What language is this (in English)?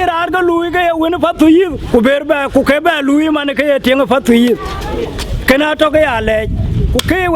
Dinka